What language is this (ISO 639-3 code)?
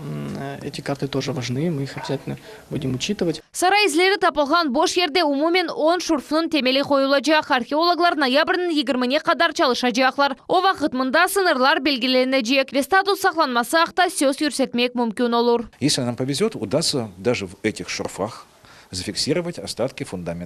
crh